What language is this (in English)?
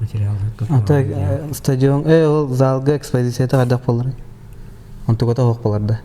Yakut